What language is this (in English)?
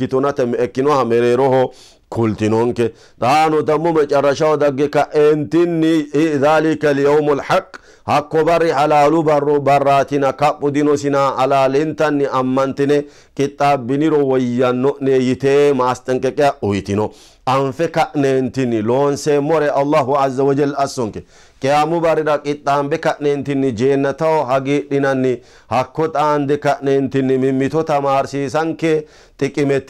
Sidamo